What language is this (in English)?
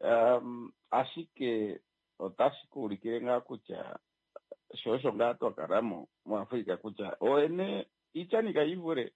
Kuanyama